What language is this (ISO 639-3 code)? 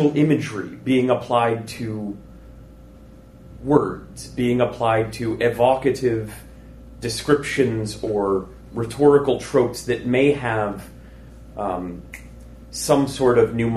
eng